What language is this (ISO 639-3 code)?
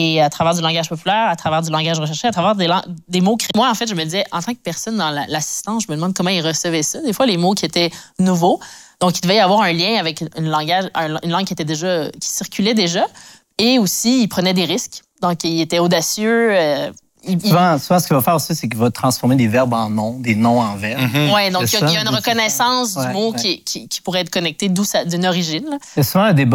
fra